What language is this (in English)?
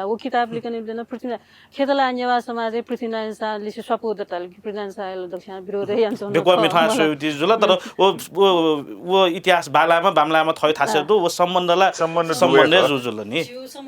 Newari